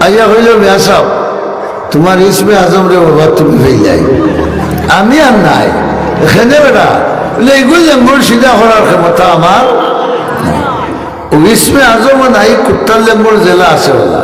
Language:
Sylheti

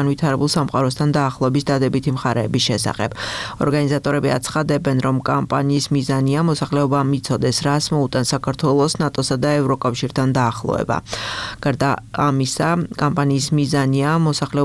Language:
Georgian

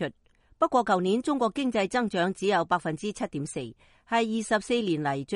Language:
Cantonese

